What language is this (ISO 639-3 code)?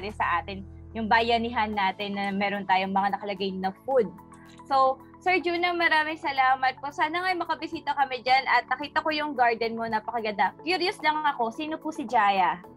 fil